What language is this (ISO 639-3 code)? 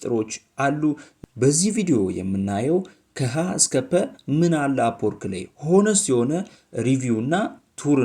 amh